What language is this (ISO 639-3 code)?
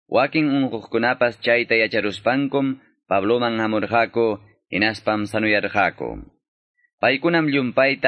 quy